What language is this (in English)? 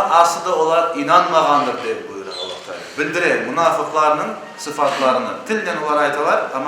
Crimean Tatar